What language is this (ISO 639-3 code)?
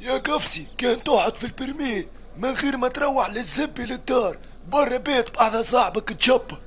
aeb